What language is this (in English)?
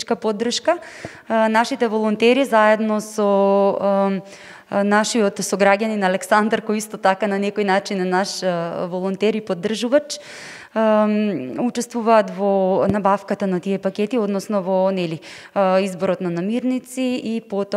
Macedonian